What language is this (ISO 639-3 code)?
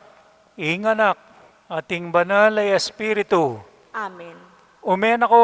pam